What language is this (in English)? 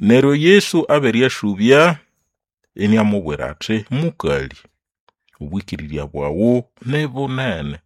Nande